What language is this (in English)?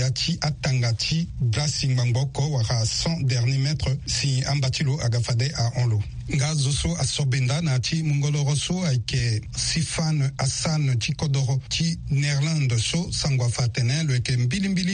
Sango